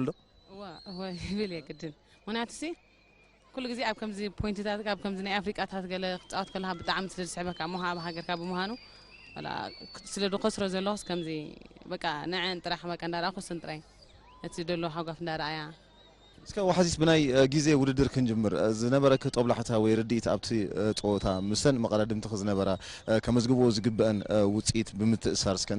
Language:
Tigrinya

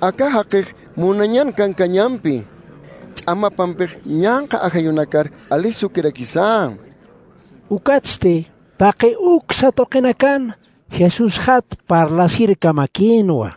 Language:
Aymara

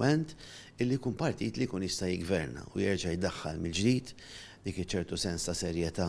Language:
Maltese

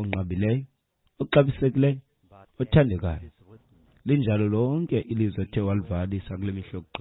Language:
Xhosa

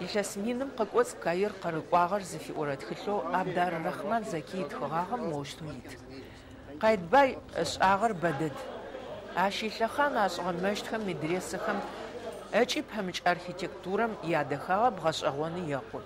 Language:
Adyghe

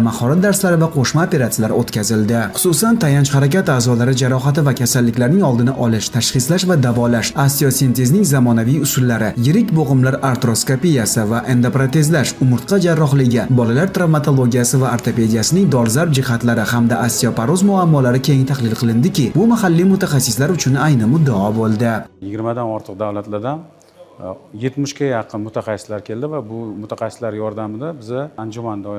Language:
Uzbek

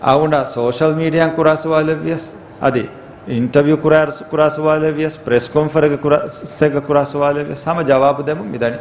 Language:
Divehi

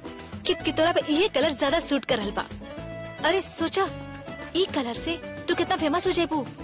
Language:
Bhojpuri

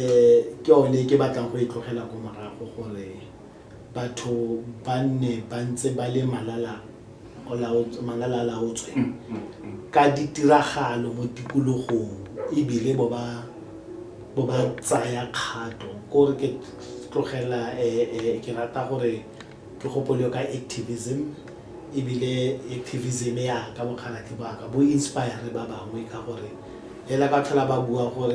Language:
Tswana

